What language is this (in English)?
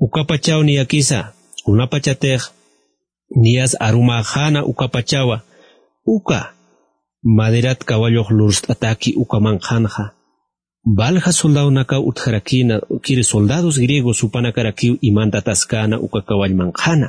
Aymara